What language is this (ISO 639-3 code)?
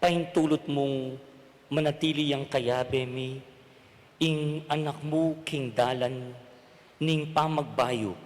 pam